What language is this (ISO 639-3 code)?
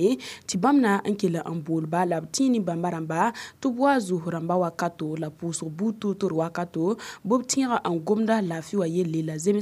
mos